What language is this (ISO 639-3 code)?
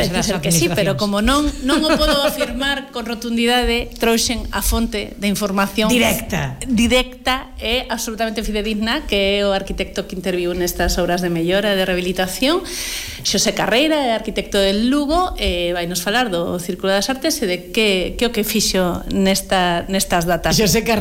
glg